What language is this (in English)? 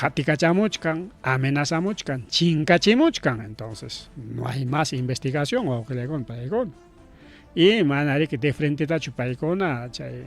Ayacucho Quechua